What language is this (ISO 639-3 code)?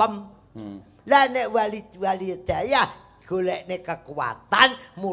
jav